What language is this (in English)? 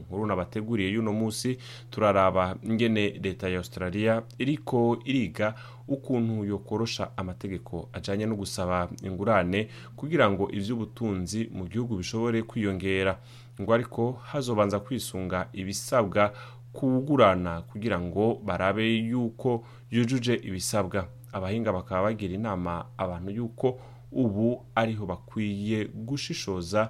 Rundi